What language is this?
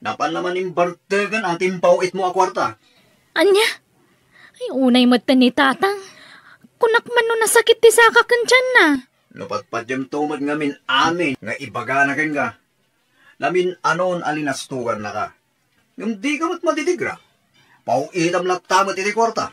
Iloko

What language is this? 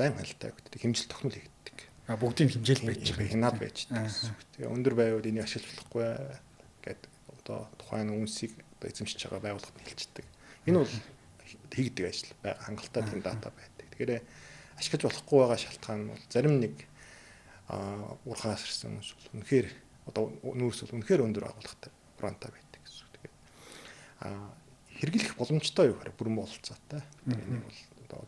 Mongolian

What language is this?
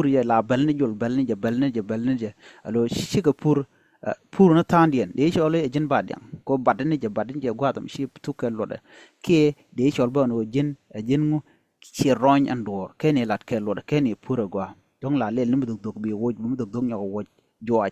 Nuer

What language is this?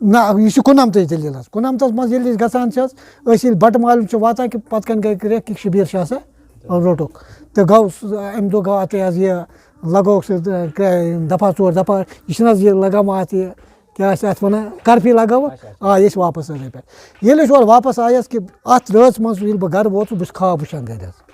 Kashmiri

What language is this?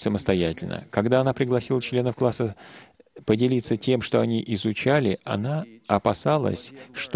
Russian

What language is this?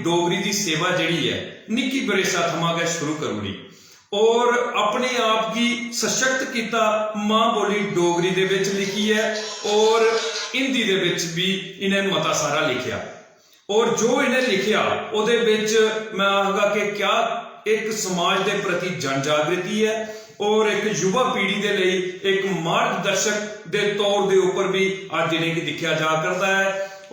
Dogri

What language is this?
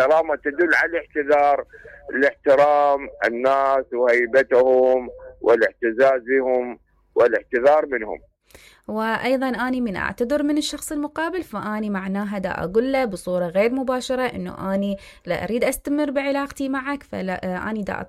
Mesopotamian Arabic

